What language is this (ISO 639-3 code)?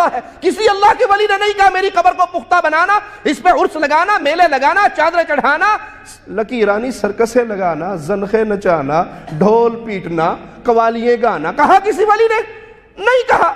urd